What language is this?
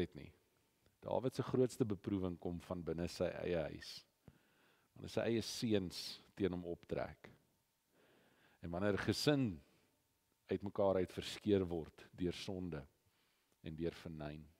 Afrikaans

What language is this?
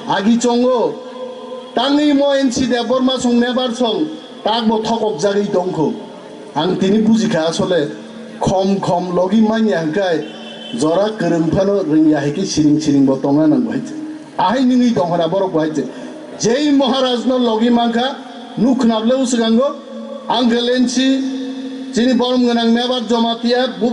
Kok Borok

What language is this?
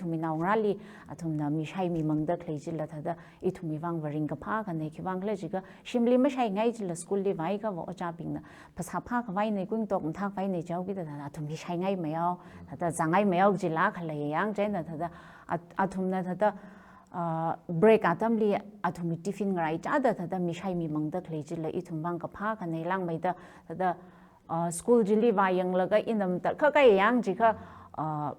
Tangkhul Naga (India)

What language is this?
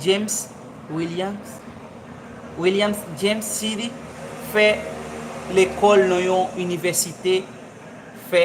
Haitian Creole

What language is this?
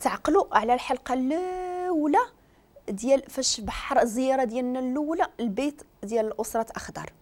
Moroccan Arabic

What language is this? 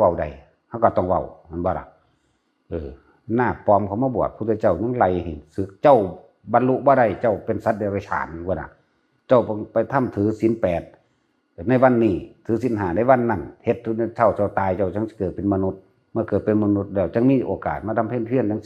Northeastern Thai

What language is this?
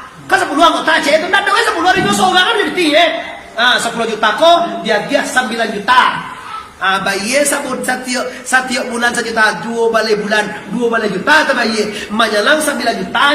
Minangkabau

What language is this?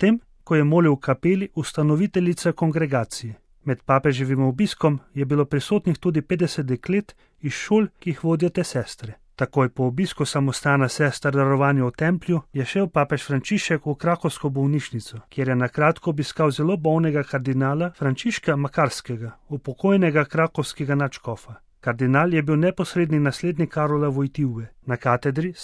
Slovenian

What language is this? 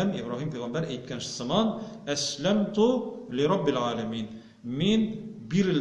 Tatar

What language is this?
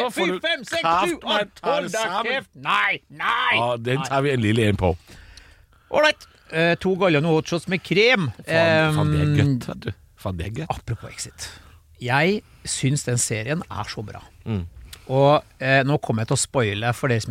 Norwegian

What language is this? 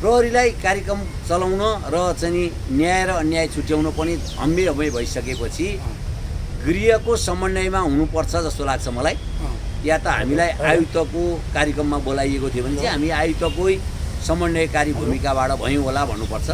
Nepali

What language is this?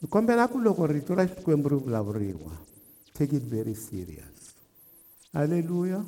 Tsonga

